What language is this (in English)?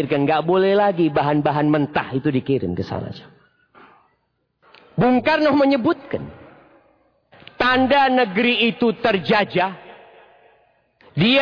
Indonesian